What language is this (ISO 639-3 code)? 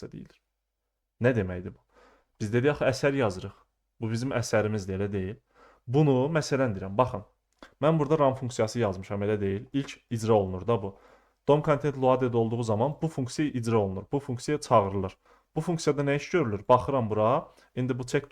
aze